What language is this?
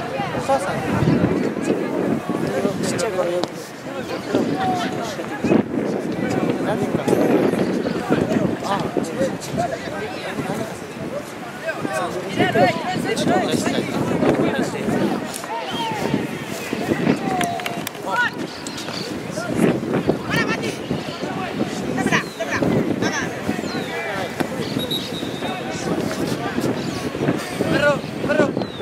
Japanese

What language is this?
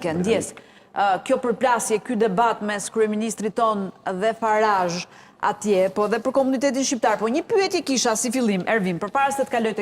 Albanian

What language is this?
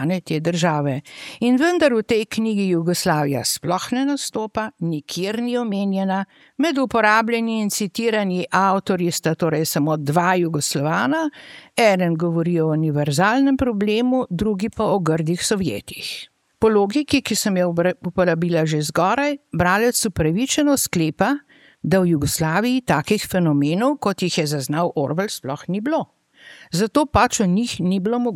Slovenian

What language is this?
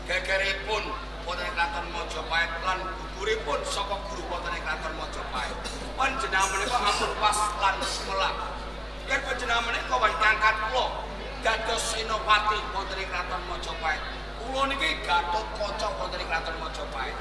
Javanese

